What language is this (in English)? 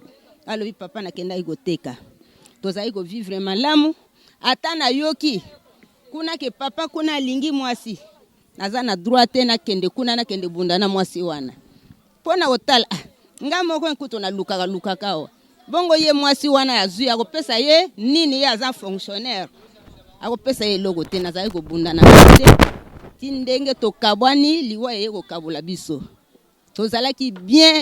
Lingala